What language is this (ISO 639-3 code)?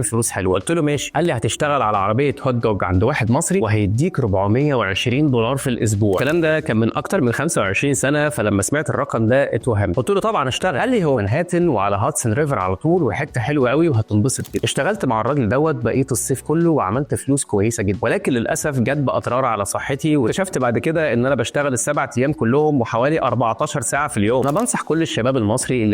arz